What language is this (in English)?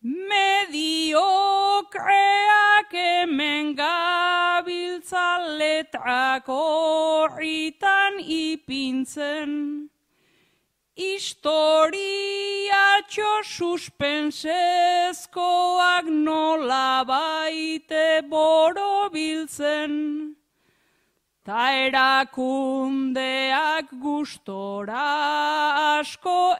Basque